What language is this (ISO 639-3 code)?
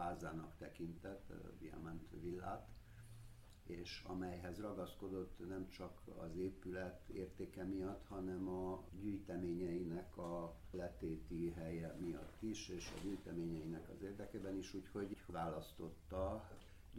hun